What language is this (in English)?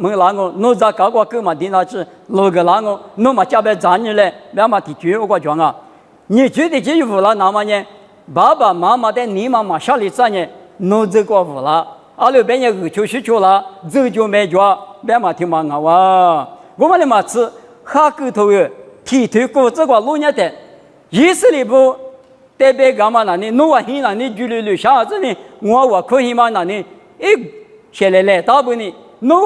Lisu